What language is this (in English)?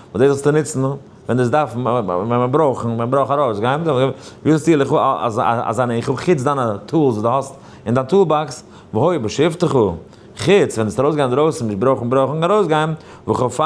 Yiddish